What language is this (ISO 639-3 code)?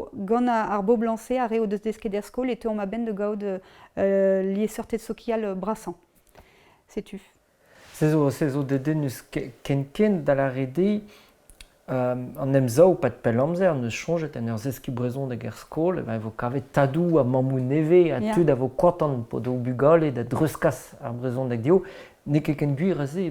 bre